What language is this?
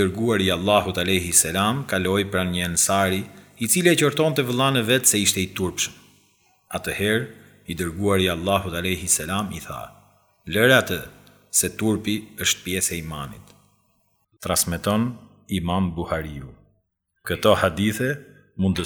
Albanian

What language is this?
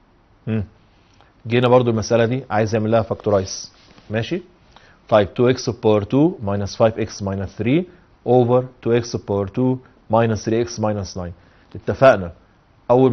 Egyptian Arabic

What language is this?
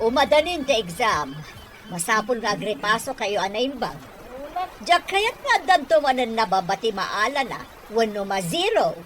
Iloko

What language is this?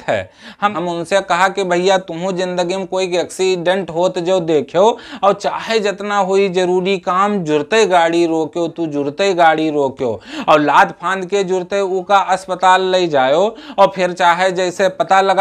Awadhi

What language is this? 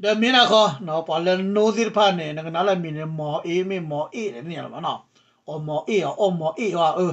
S'gaw Karen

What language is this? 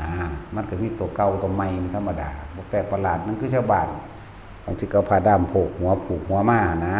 Northeastern Thai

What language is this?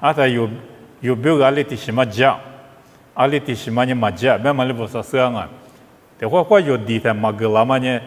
Lisu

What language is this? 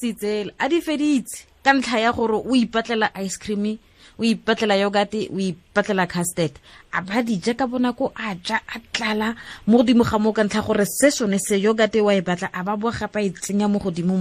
Tswana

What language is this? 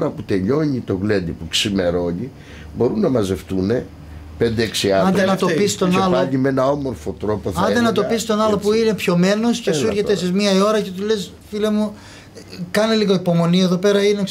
Greek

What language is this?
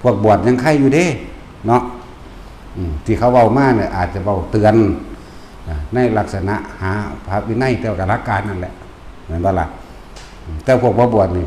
Northeastern Thai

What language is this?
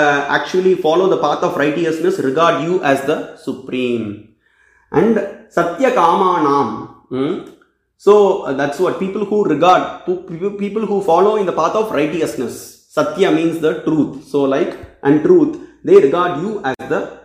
English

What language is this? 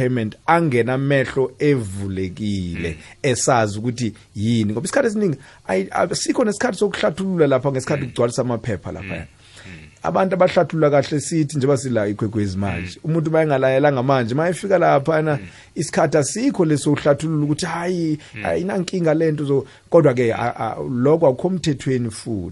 South Ndebele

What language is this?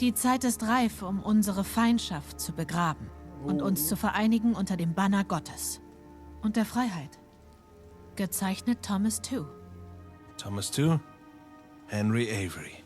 Swiss German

